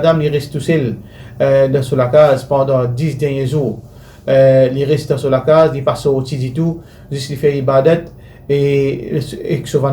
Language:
Morisyen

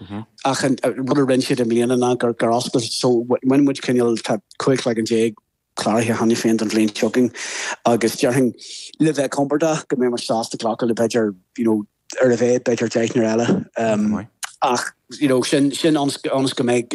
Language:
Irish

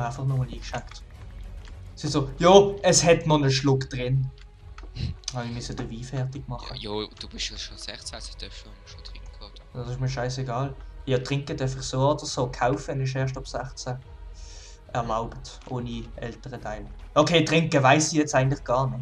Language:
Swiss German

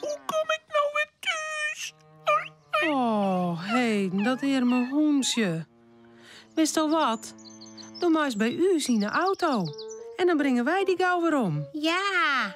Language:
Western Frisian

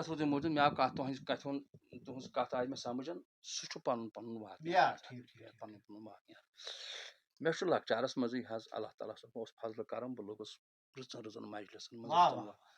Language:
Kashmiri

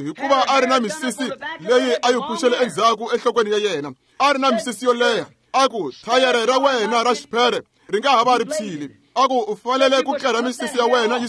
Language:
Tsonga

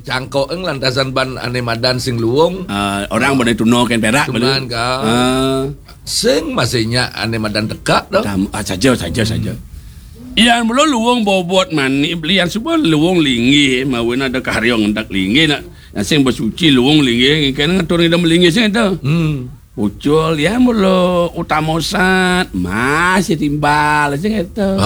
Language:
Balinese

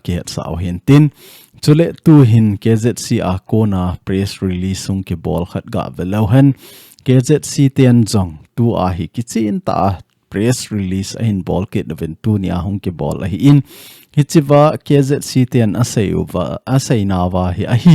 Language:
Thado Chin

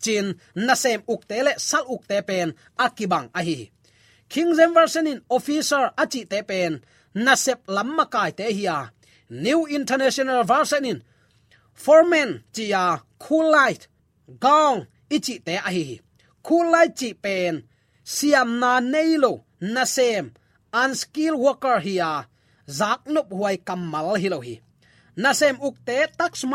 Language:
Tedim Chin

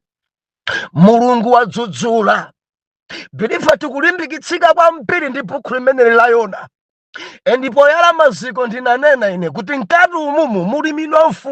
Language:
Nyanja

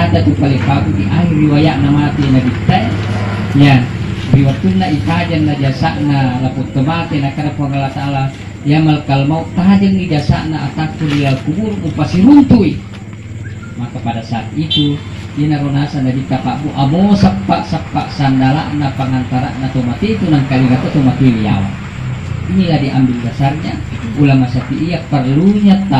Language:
Buginese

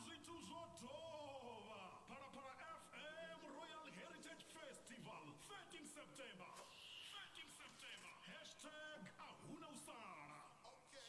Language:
Venda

